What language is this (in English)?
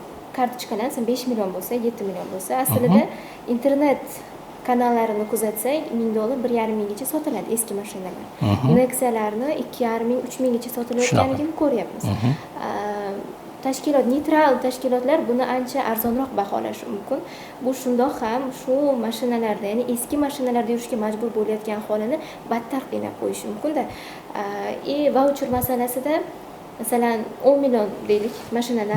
Uzbek